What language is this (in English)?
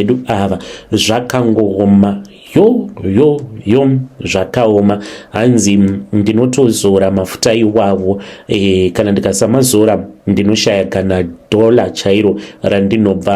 Shona